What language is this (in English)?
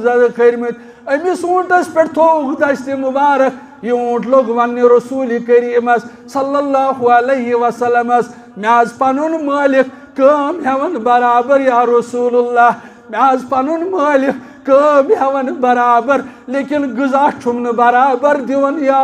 Kashmiri